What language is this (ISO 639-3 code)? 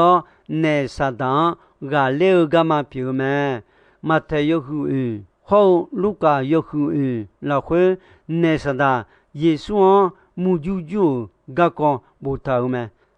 ahk